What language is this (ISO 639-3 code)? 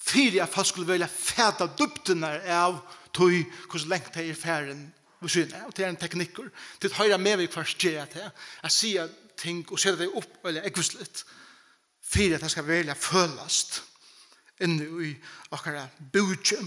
fao